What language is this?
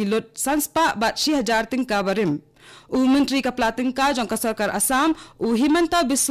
Khasi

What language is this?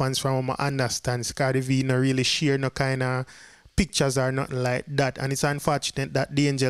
Jamaican Creole English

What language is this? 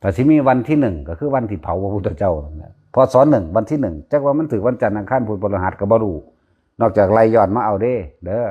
Northeastern Thai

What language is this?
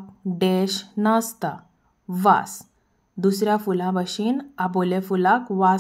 Konkani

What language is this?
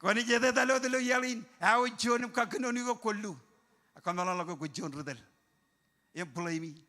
Marshallese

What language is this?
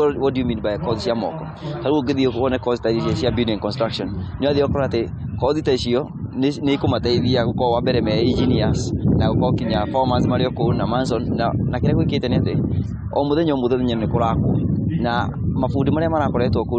Kikuyu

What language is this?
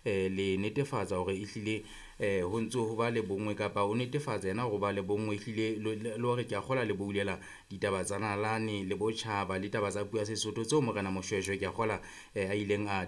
Southern Sotho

